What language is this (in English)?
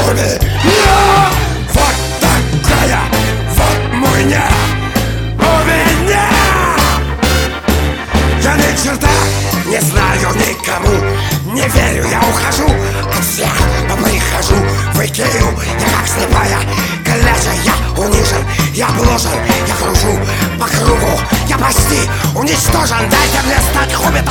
Russian